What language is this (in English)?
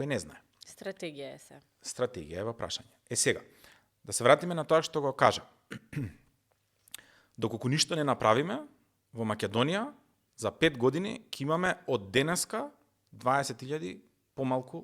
Macedonian